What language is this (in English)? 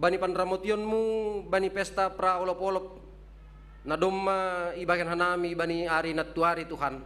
Batak Simalungun